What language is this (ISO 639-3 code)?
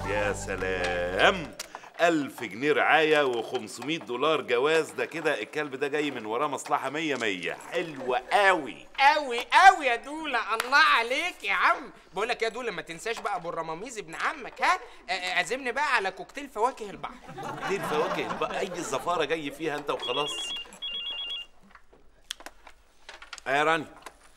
arz